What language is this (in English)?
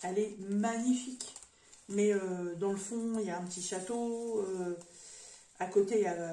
French